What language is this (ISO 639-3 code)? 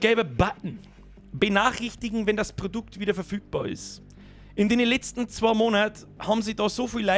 bar